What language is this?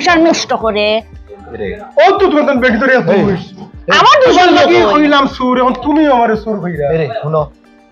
Sylheti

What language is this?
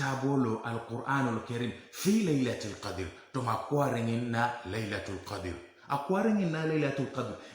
Teso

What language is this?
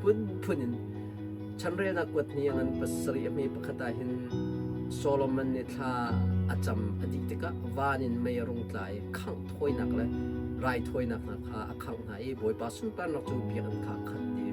Hakha Chin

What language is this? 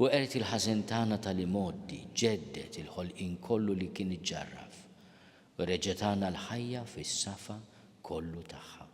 Maltese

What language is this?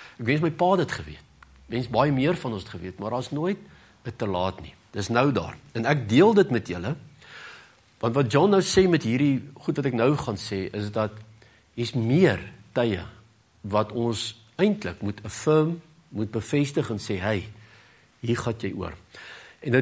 Afrikaans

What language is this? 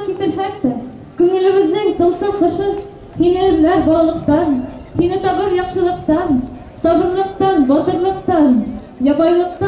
Bashkir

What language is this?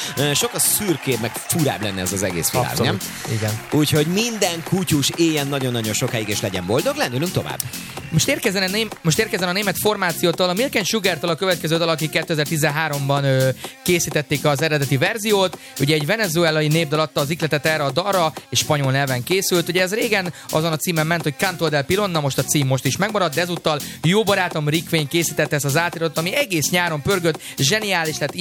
Hungarian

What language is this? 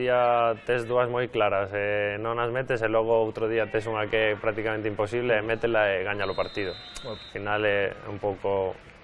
Galician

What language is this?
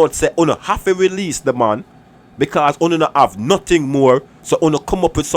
Jamaican Creole English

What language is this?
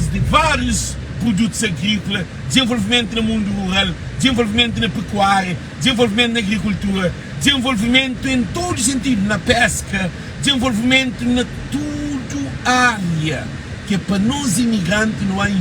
Kabuverdianu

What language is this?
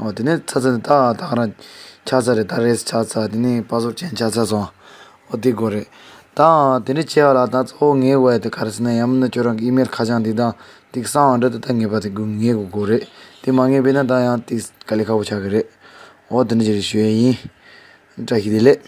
Tibetan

